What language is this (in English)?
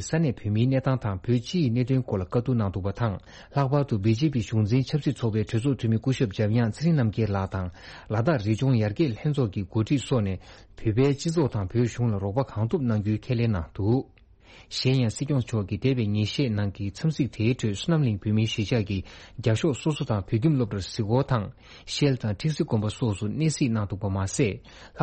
Tibetan